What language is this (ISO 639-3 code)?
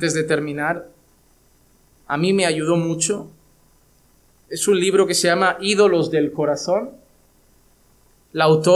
spa